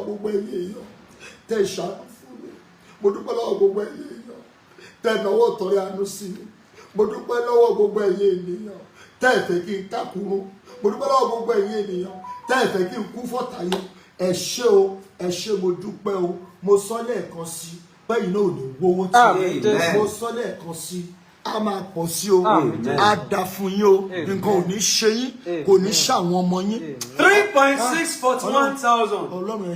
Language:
Yoruba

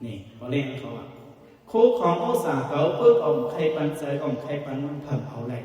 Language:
Shan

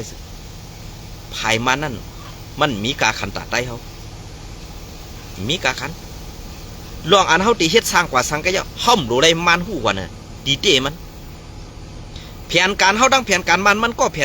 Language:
Shan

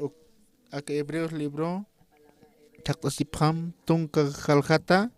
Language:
Aymara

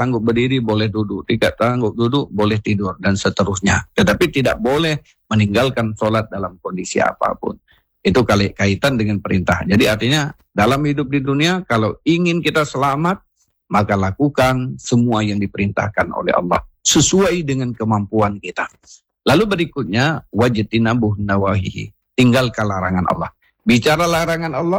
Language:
Indonesian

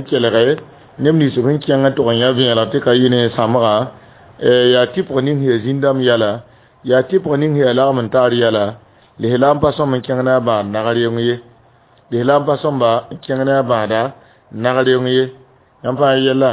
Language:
Mossi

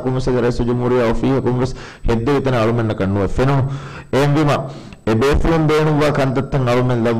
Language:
Divehi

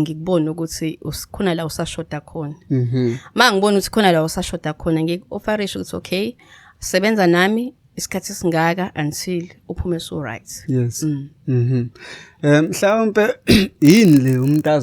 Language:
Zulu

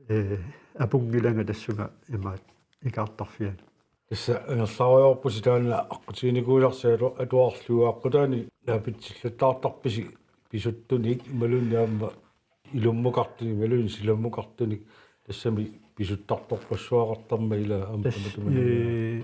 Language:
Kalaallisut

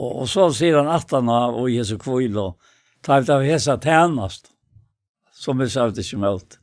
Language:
Faroese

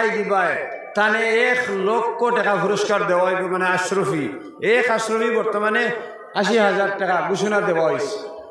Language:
Sylheti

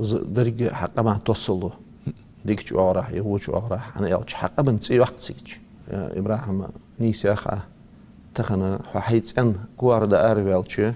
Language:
Ingush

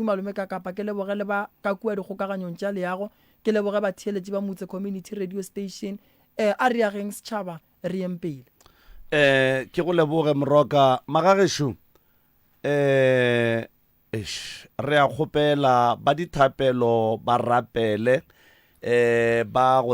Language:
Northern Sotho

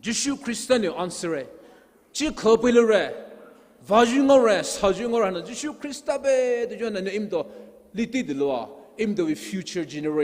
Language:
Poumei Naga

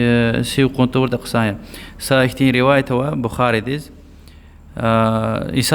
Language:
Lezghian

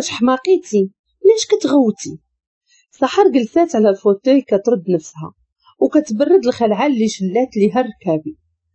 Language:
Moroccan Arabic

